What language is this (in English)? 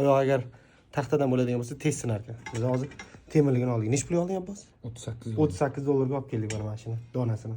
Uzbek